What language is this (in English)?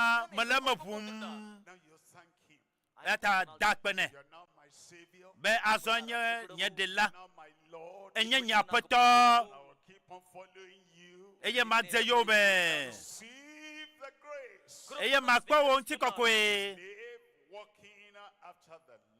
Ewe